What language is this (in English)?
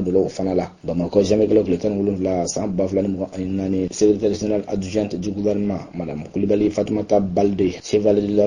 Bambara